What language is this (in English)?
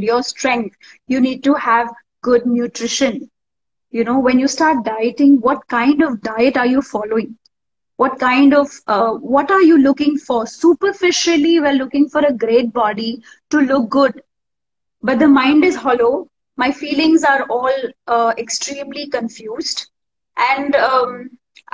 English